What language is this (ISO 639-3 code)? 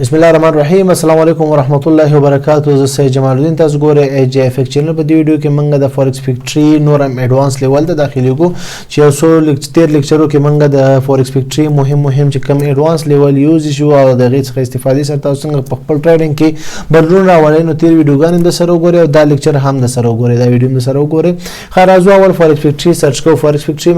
pus